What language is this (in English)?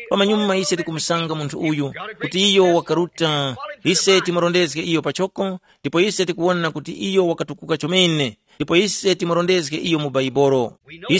Tumbuka